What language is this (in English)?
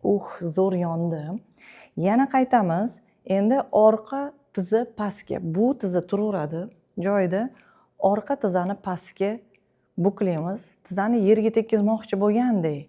Uzbek